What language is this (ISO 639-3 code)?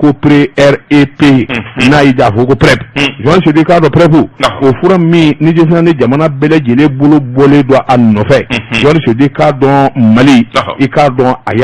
bam